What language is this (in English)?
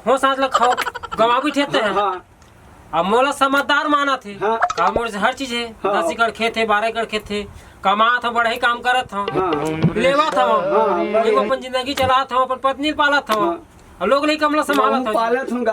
Chhattisgarhi